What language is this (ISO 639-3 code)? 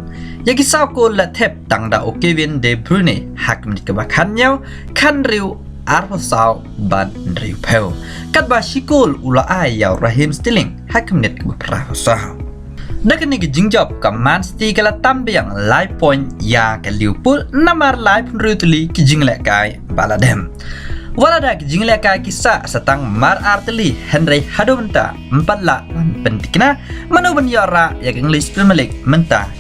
kha